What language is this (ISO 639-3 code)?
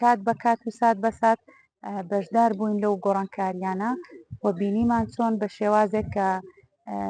ckb